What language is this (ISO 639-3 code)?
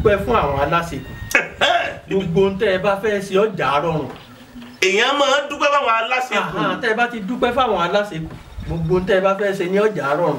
yor